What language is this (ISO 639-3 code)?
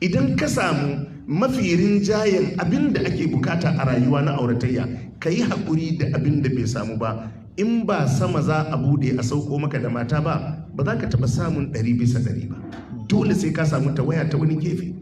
hau